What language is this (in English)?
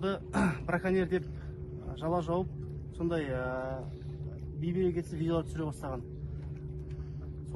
Kazakh